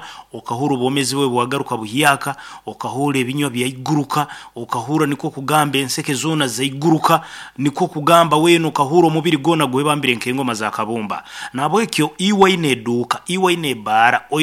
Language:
Nyoro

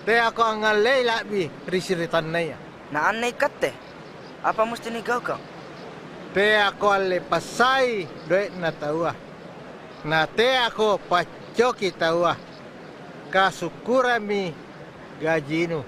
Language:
Makasar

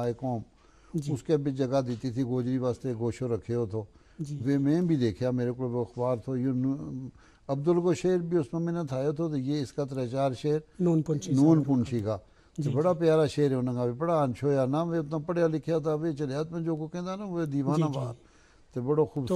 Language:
Gujari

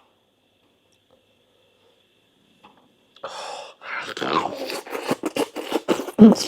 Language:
Lao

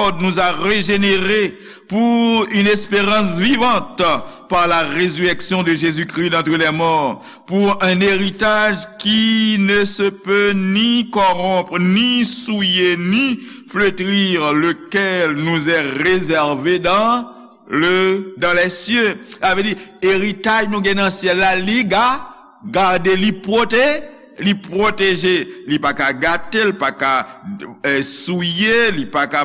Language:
Haitian Creole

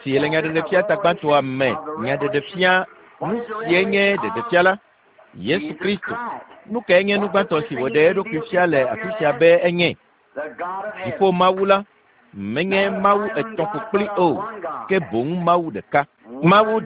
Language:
Ewe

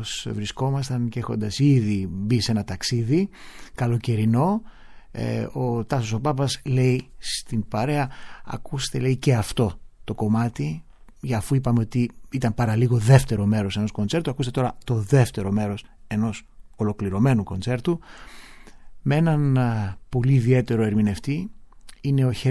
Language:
Greek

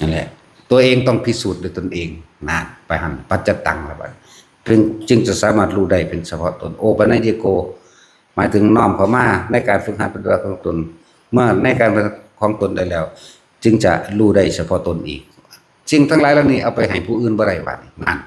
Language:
Lao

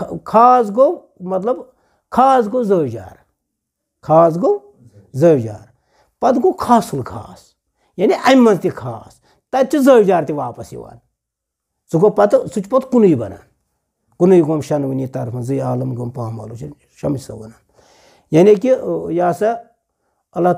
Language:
Kashmiri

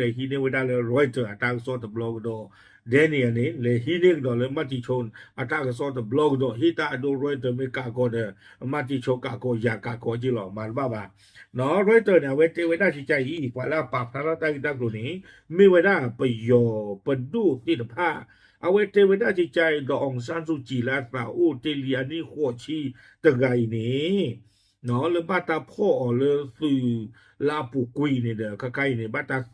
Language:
S'gaw Karen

